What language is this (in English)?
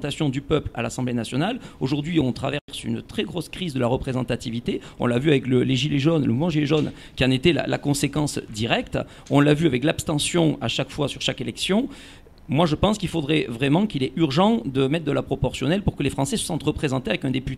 French